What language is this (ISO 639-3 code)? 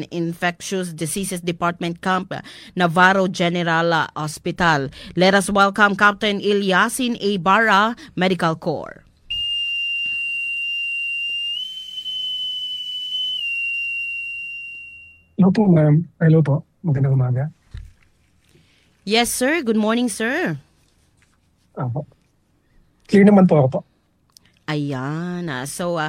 fil